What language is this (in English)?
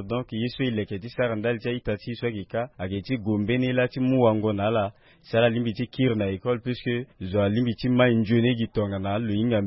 Sango